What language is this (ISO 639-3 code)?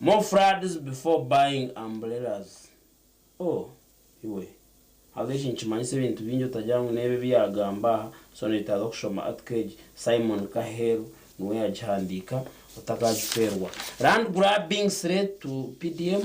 nyn